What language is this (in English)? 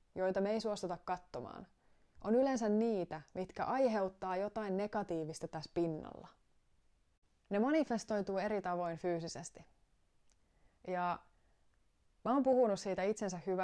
Finnish